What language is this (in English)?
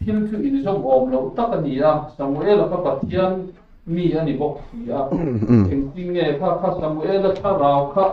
Mizo